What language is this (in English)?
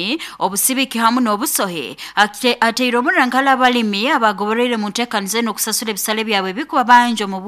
Nyankole